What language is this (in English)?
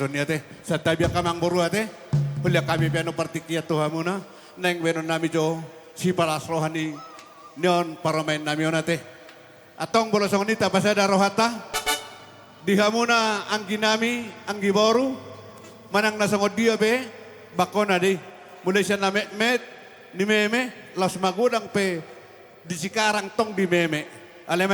Batak Toba